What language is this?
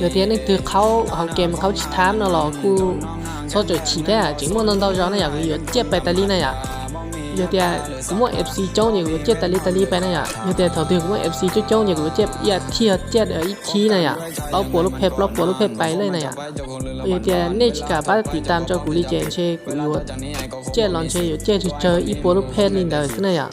Hmong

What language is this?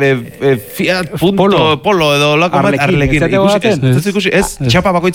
Basque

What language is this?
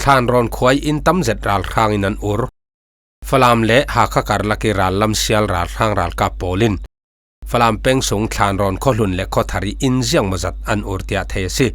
Falam Chin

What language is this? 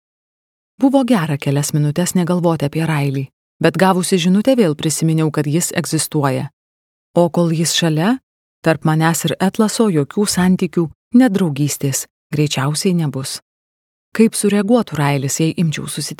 Lithuanian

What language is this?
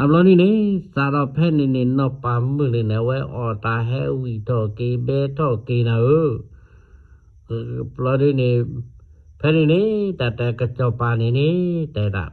S'gaw Karen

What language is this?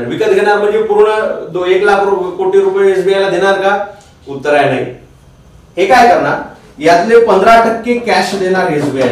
Marathi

